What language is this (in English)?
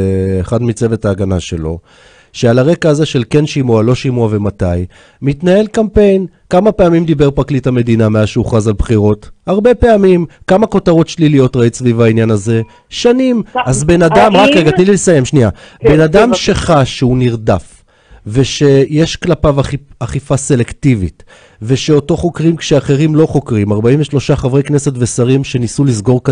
Hebrew